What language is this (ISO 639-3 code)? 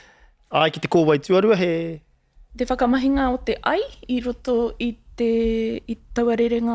mri